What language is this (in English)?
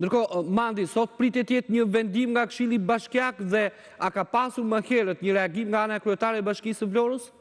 Albanian